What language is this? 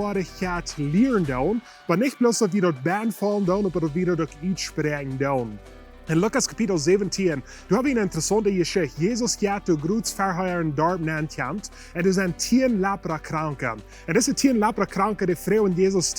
Plautdietsch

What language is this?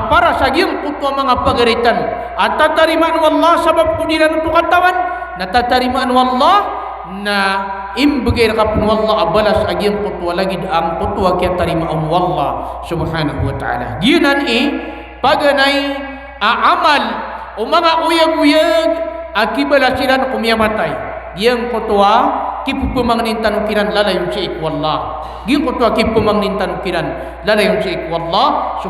Maranao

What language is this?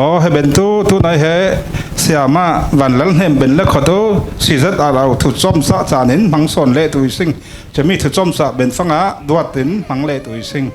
Falam Chin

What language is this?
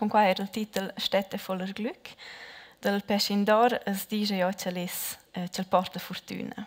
Romansh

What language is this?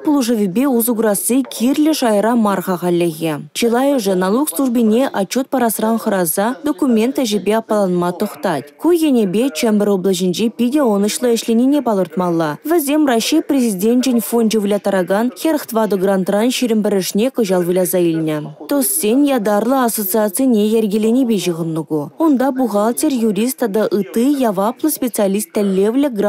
Chuvash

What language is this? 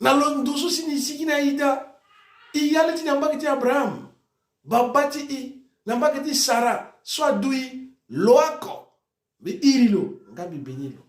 Sango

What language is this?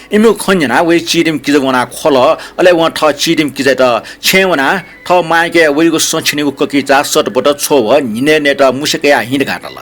Newari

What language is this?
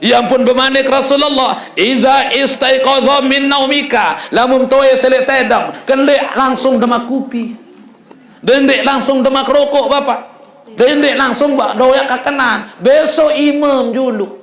Sasak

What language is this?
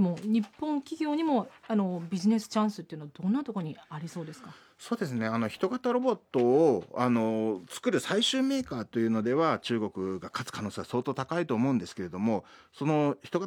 Japanese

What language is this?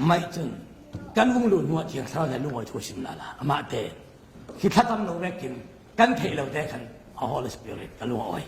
Falam Chin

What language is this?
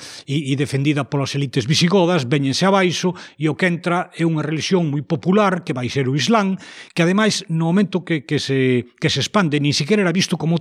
Galician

